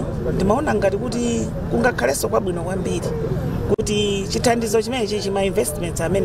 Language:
Nyanja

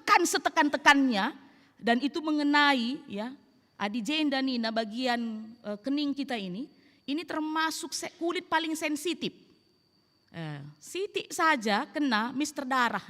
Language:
Batak Karo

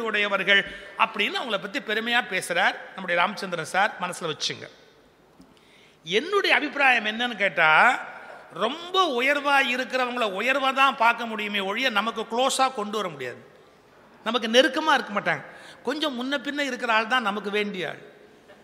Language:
Tamil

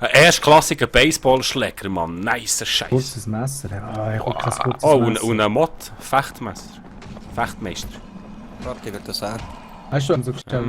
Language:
Swiss German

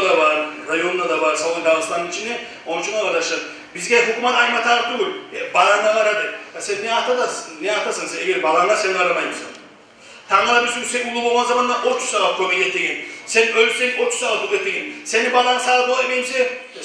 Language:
Kumyk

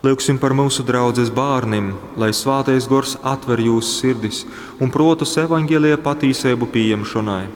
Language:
Latgalian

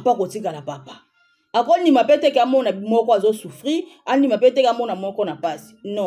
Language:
Lingala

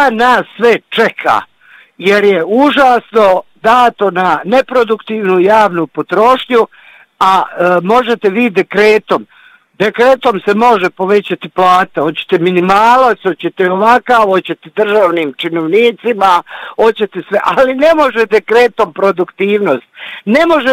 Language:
Bosnian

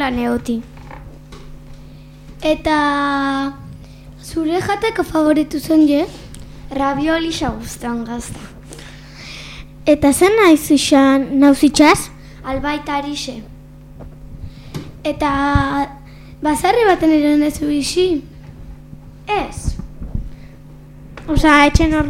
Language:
Basque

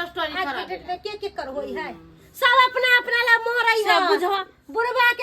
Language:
Maithili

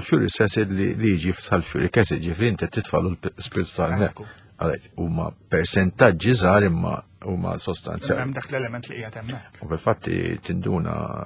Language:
Maltese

